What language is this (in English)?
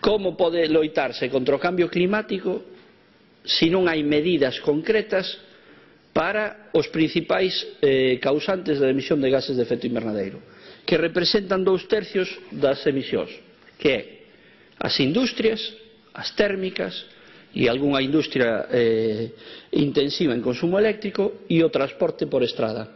Galician